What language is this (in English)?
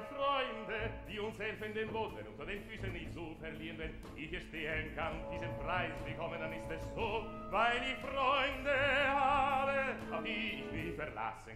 German